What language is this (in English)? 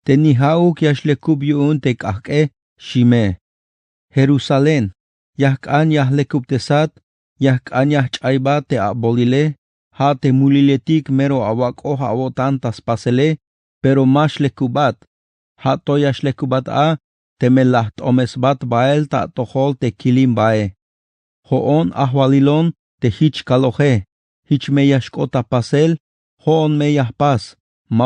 Tzeltal